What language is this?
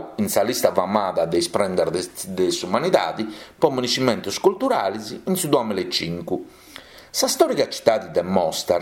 Sardinian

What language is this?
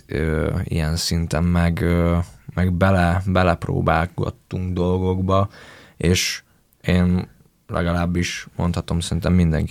Hungarian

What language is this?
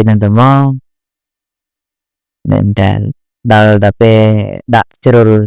Khmer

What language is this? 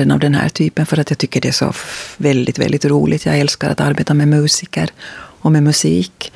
Swedish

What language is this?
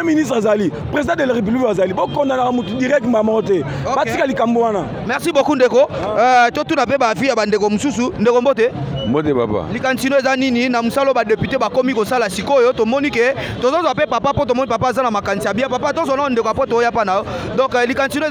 Lingala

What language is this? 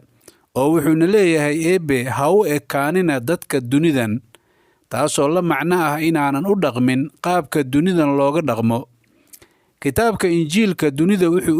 Somali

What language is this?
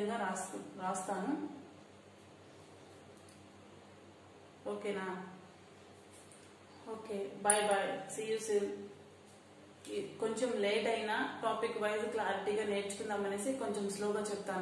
Telugu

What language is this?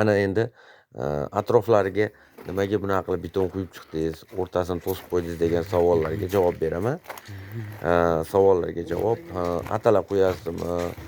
Uzbek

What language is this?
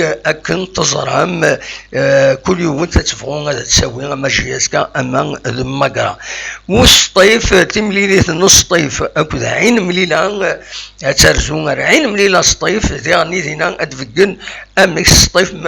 Kabyle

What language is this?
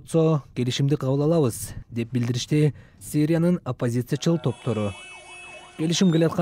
Kyrgyz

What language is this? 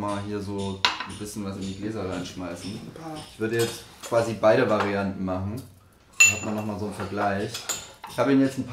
German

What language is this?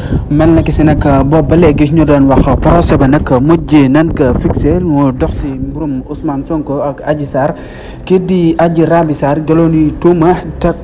Wolof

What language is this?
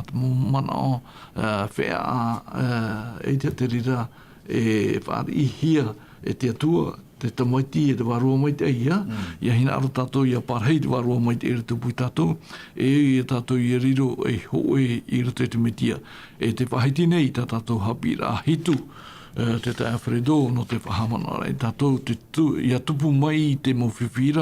Tahitian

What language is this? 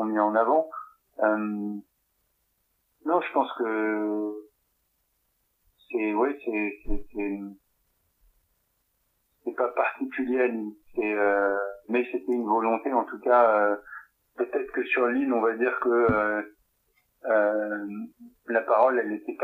French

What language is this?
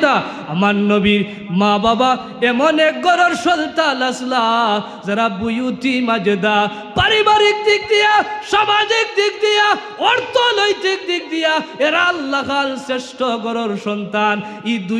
Sylheti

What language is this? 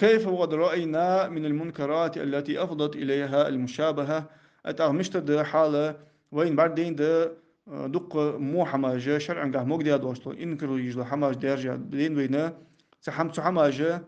Ingush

